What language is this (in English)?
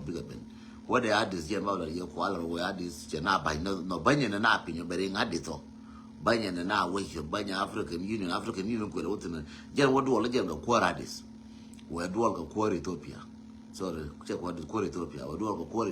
Nuer